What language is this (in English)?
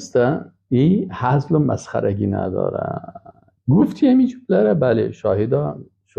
Persian